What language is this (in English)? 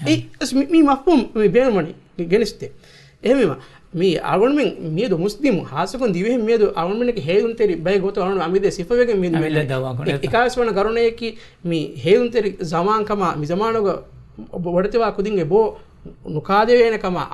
Divehi